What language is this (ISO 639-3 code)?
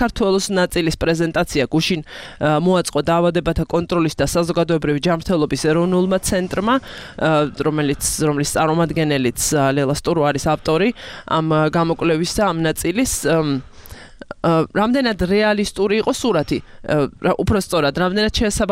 kat